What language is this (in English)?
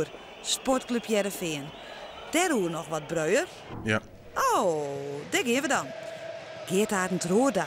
Western Frisian